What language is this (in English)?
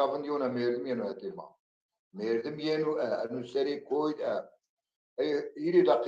Zaza